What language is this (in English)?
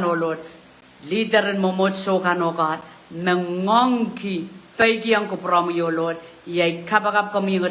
Pohnpeian